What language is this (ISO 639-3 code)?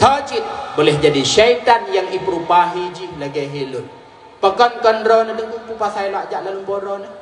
ace